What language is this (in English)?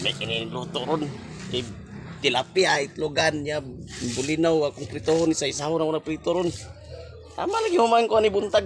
Cebuano